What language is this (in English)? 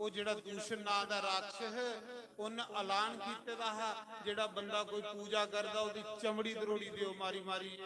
Dogri